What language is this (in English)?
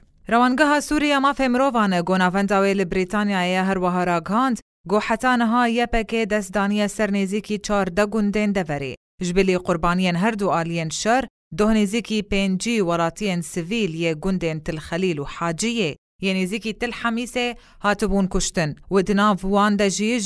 Kurdish